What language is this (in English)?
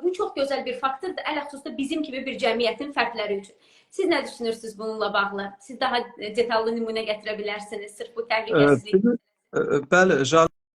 Azerbaijani